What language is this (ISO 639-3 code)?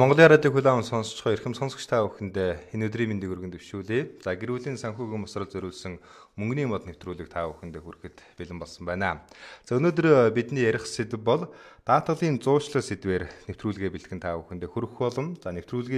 mon